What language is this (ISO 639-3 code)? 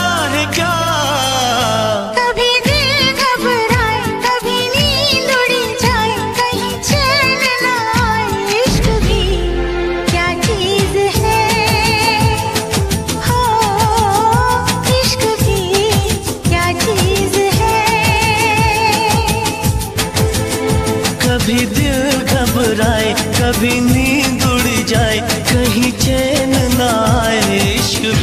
hin